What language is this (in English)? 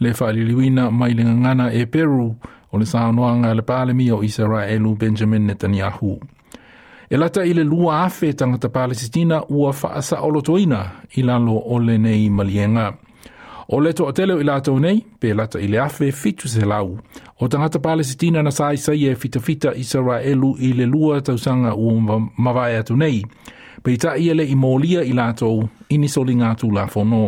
Samoan